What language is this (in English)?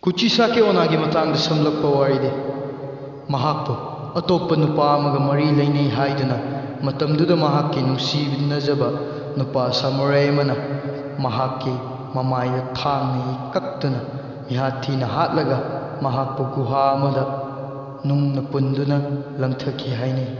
Manipuri